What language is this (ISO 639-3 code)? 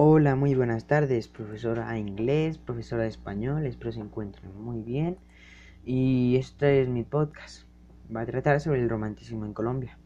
spa